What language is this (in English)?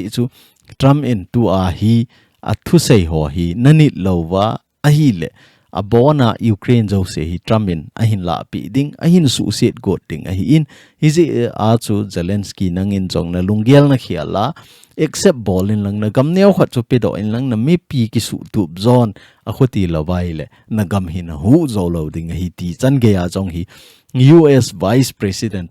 Thado Chin